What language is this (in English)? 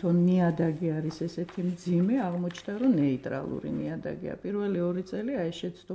Georgian